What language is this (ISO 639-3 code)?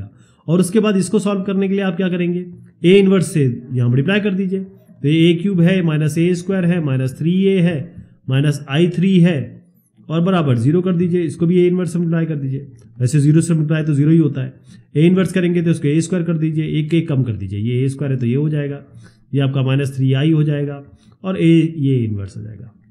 hin